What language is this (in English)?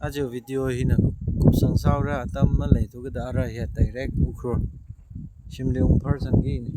Tangkhul Naga (India)